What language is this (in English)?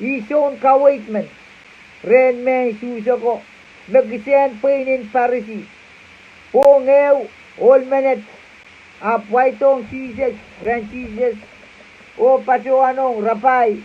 Pohnpeian